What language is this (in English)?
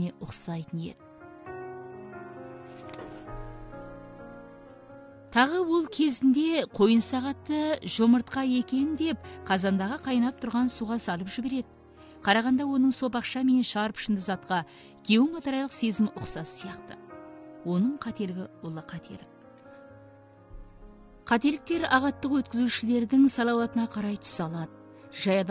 Kazakh